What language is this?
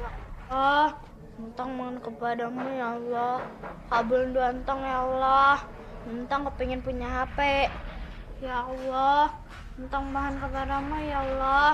Betawi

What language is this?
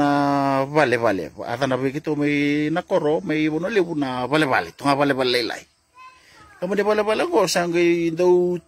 Fijian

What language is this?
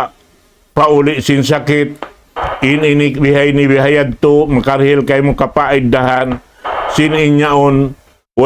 Tausug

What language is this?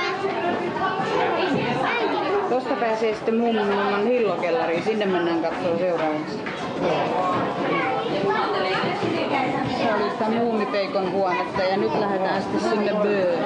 Finnish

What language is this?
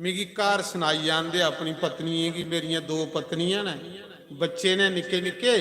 Dogri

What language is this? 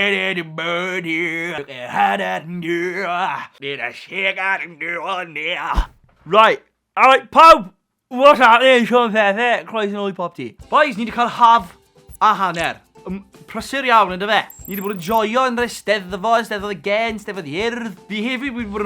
Welsh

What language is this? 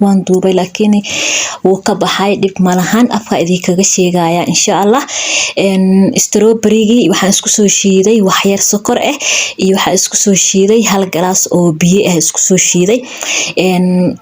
Somali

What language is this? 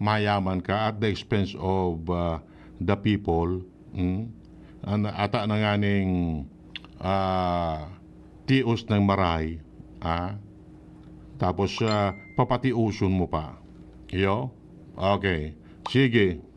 Bikol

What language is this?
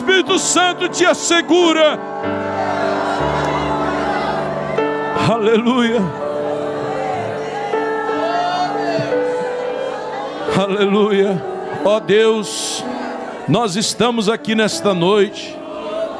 Portuguese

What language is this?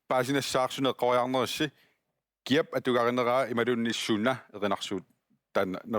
Kalaallisut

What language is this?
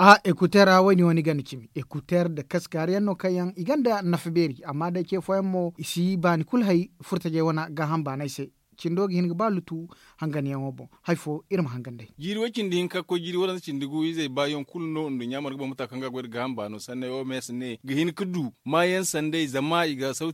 Zarma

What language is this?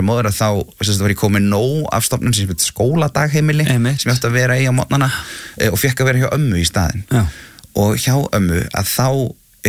Icelandic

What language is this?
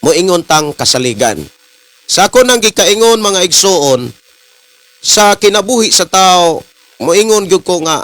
Cebuano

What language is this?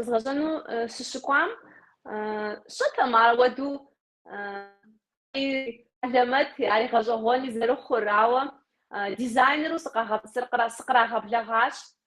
Kabardian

